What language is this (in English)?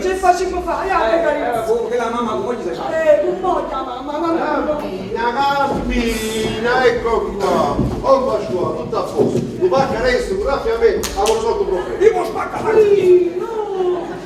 Neapolitan